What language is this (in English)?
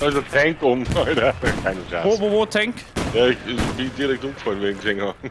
Bavarian